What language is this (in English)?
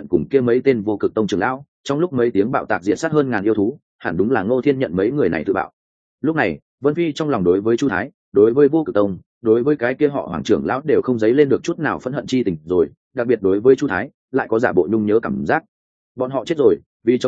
Vietnamese